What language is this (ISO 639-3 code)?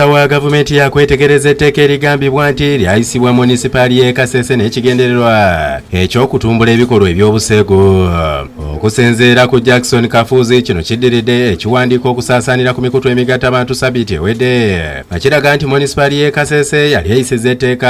lug